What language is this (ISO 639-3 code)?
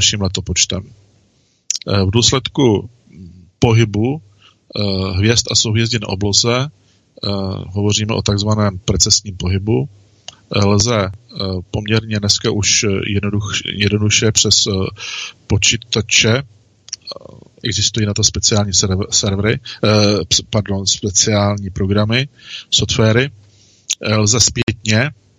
ces